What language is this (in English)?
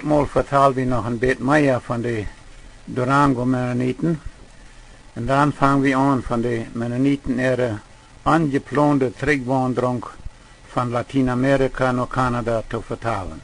Plautdietsch